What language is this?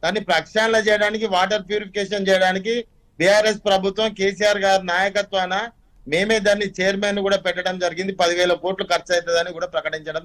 Telugu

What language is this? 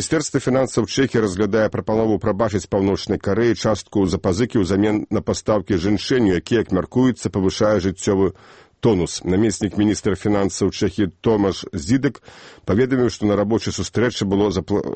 Belarusian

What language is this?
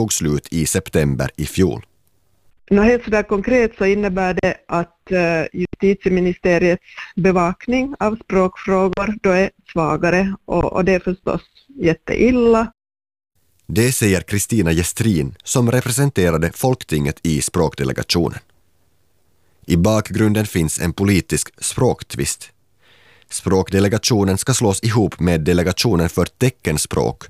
Swedish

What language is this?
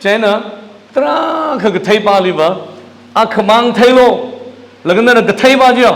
Tangkhul Naga (India)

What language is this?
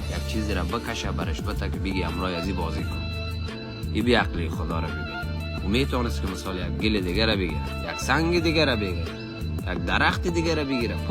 Persian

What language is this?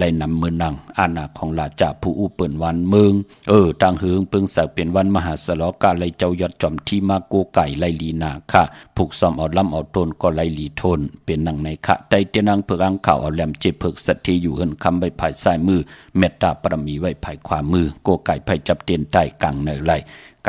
Shan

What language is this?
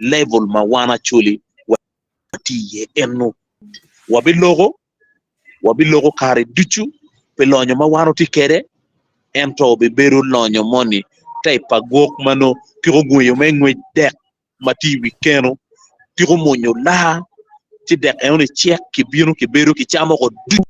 Acoli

